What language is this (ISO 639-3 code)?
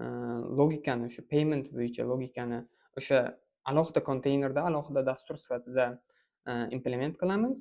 uzb